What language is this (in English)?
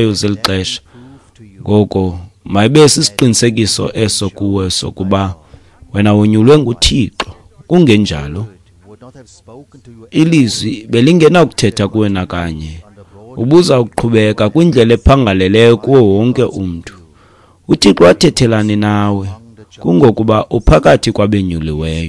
Xhosa